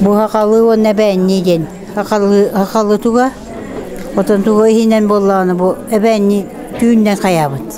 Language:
Yakut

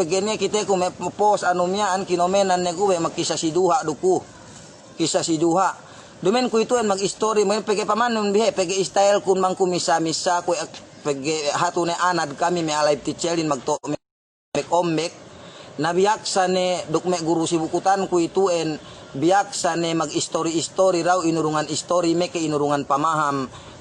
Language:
Yakan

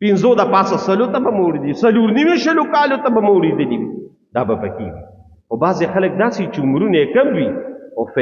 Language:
Pashto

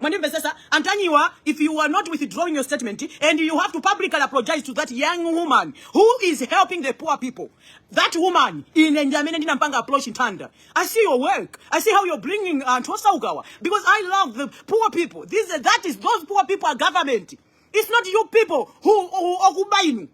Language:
Nyanja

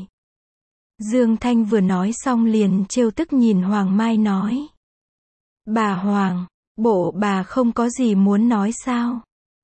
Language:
Vietnamese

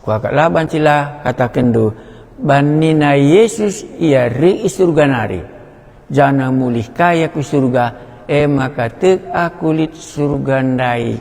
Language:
Batak Karo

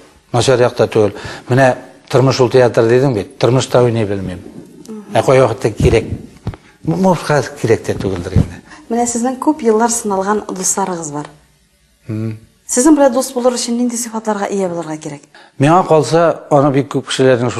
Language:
Tatar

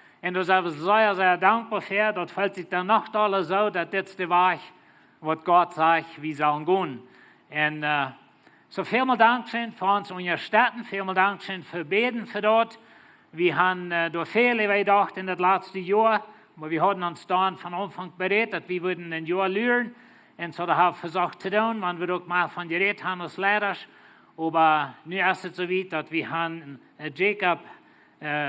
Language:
Plautdietsch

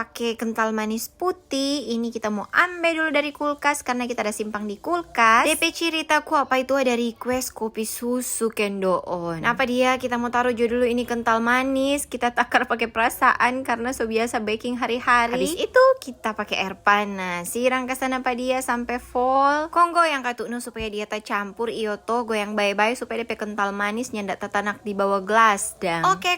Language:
Manado Malay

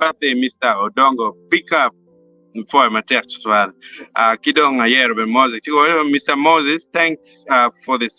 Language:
Acoli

